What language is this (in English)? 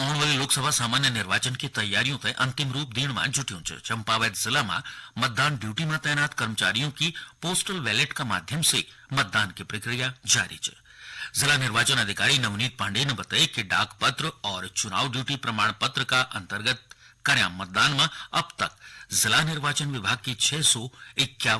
Garhwali